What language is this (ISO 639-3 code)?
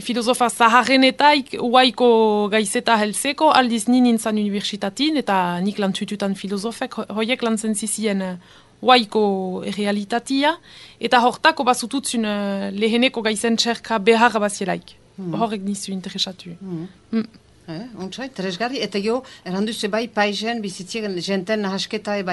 eus